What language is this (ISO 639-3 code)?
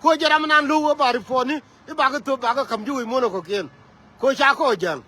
nus